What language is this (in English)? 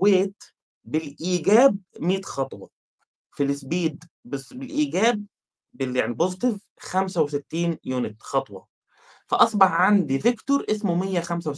Egyptian Arabic